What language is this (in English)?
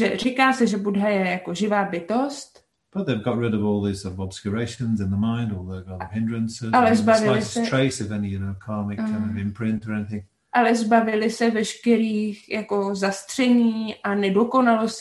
Czech